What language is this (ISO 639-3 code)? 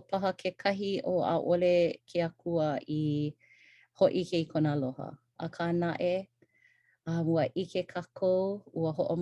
haw